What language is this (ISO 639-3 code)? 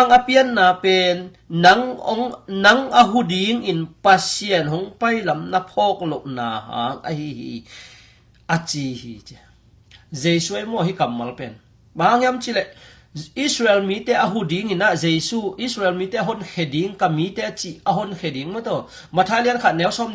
ctd